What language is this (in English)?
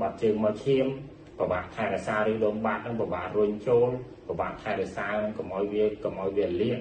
Khmer